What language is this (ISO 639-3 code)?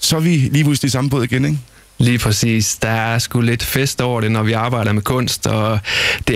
dan